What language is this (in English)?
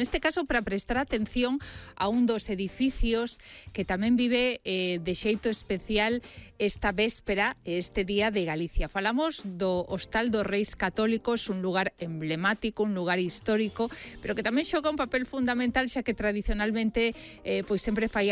Galician